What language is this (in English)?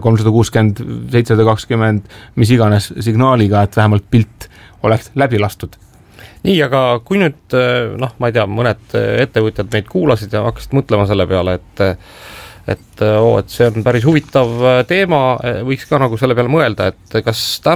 Estonian